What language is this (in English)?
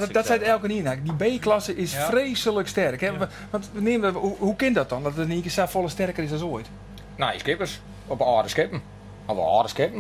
Western Frisian